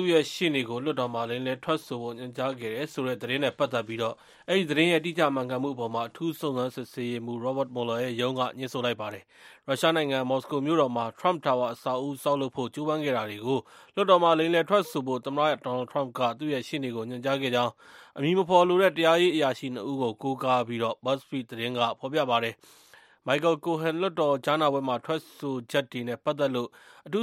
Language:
Burmese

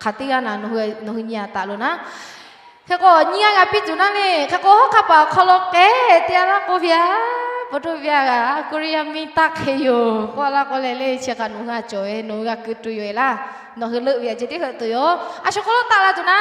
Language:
Lahu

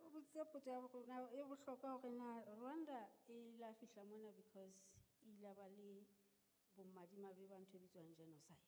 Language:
Southern Sotho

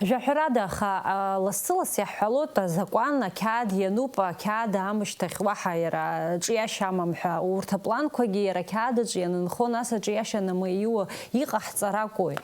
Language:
Abkhazian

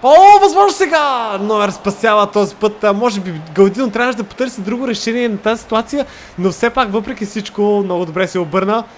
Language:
Bulgarian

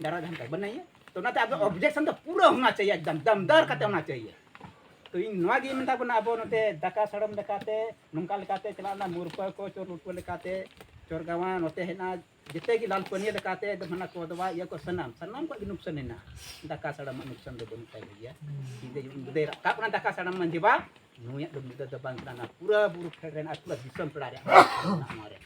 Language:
Santali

